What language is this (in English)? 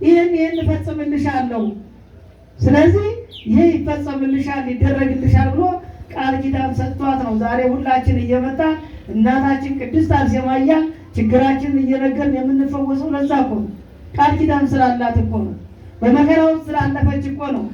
Amharic